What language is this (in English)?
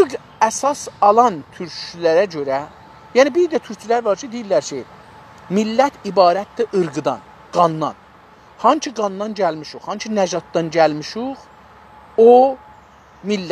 South Azerbaijani